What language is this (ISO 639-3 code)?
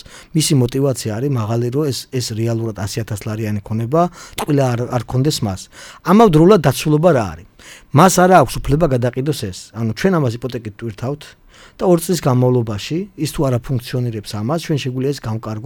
kat